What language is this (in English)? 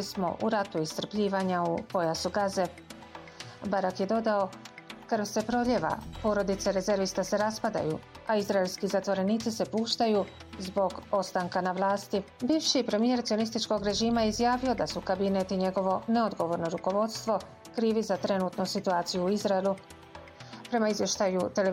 Bosnian